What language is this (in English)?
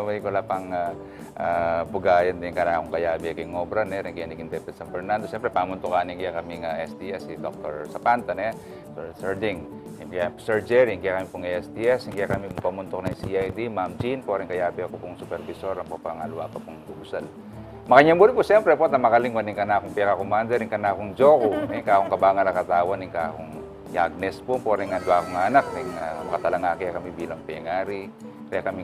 Pampanga